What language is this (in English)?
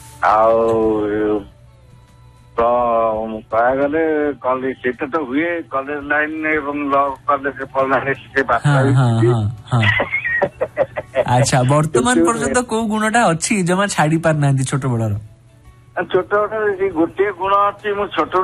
Odia